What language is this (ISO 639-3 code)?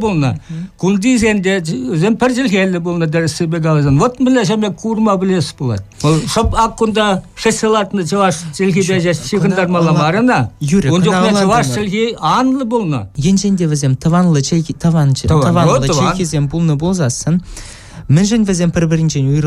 chv